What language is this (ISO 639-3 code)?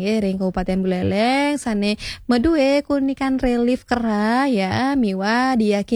ban